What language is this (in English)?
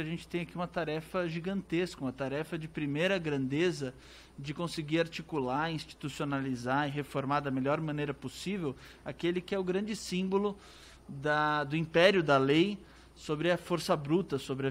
Portuguese